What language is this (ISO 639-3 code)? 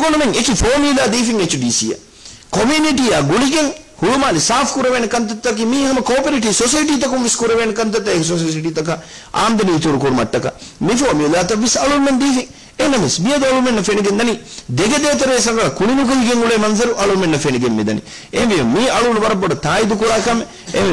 div